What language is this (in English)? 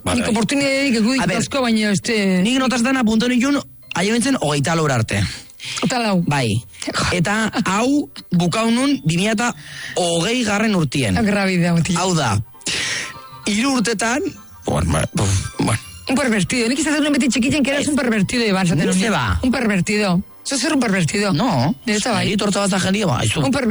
Basque